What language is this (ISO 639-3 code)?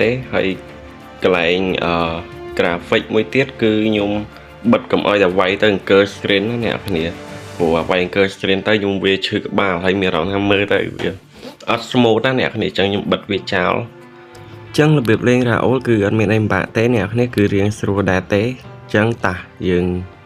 khm